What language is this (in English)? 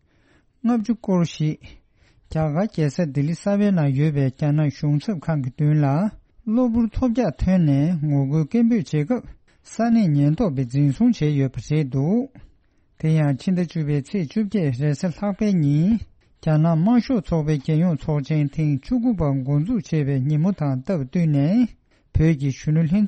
Tibetan